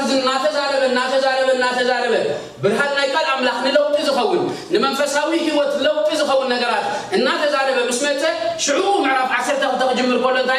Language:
Tigrinya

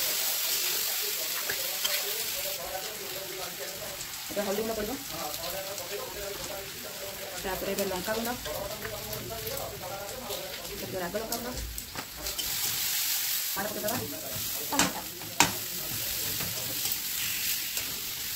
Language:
Odia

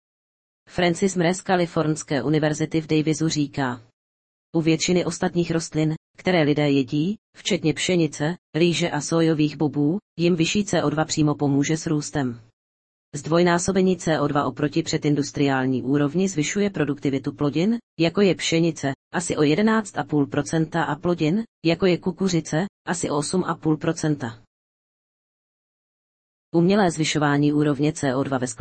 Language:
Czech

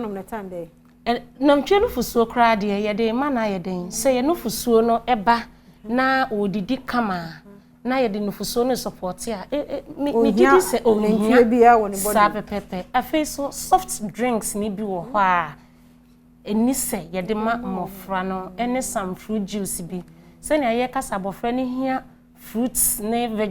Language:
Akan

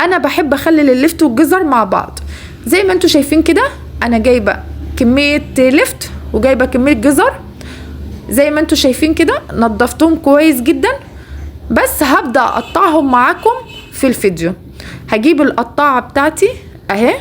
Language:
Egyptian Arabic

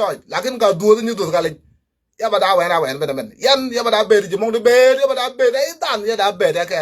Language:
Nuer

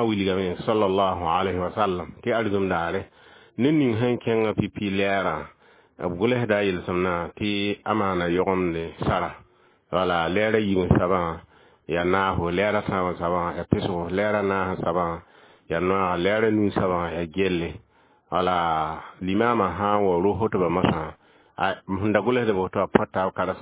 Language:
Mossi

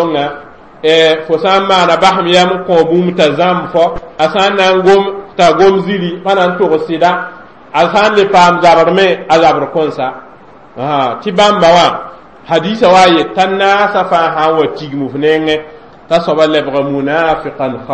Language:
Mossi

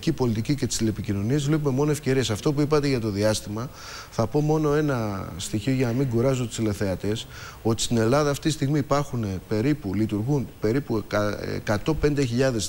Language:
Greek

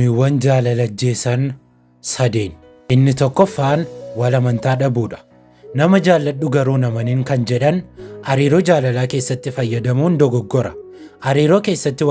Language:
Oromo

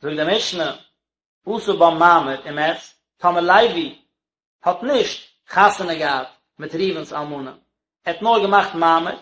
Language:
Yiddish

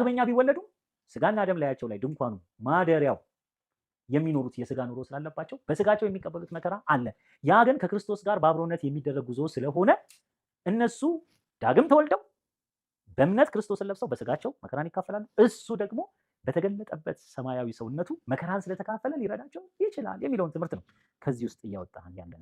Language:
Amharic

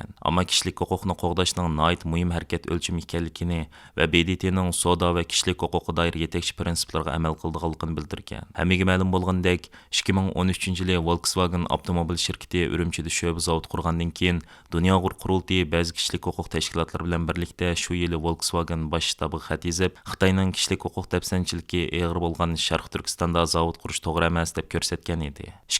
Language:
Uyghur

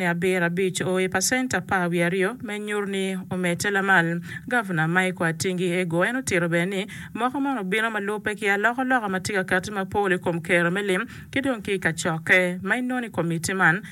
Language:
Acoli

